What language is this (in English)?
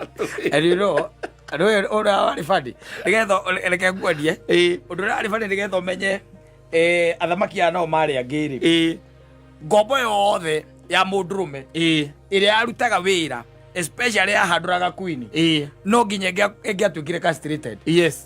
Kikuyu